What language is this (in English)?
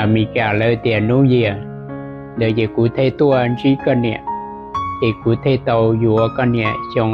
Hmong